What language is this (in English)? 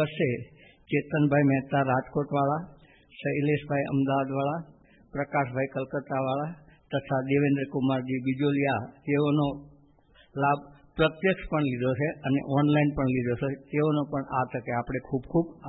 Gujarati